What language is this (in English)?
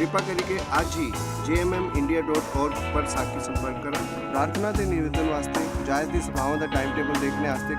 Dogri